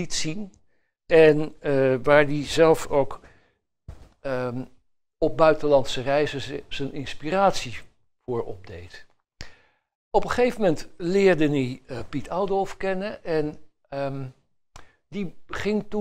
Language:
Dutch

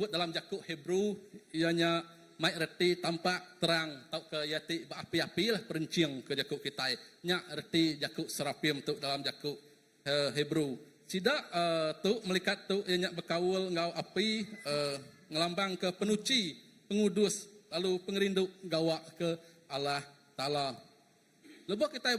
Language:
Iban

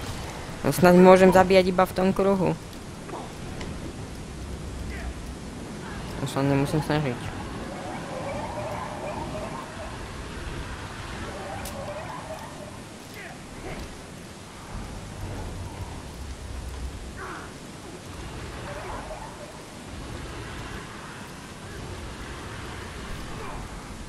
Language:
Slovak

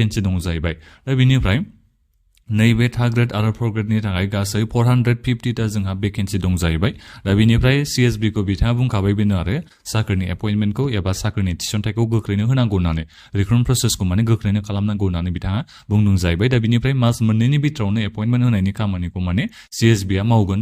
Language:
Bodo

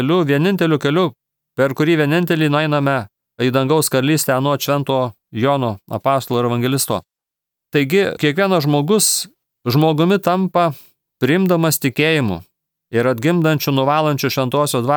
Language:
Lithuanian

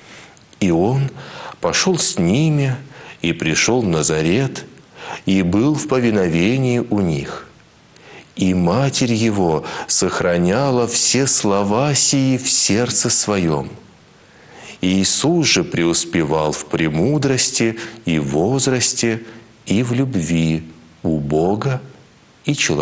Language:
Russian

